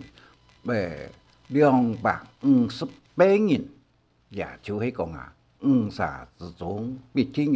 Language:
Hakka Chinese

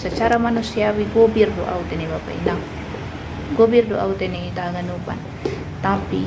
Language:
Batak Simalungun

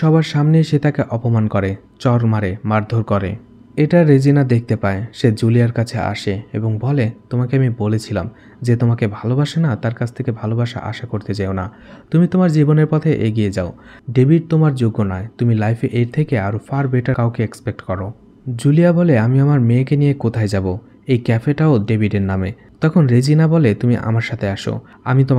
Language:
Bangla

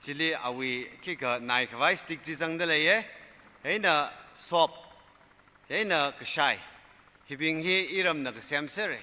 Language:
Tangkhul Naga (India)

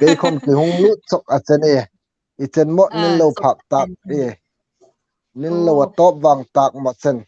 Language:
Hmar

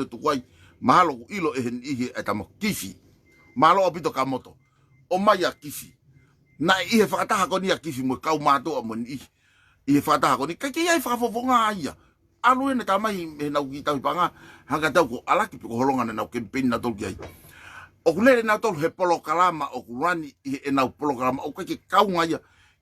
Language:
Tongan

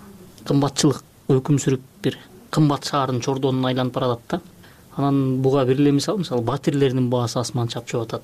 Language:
Kyrgyz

